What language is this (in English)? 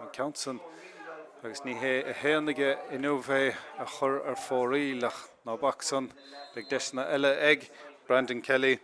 Irish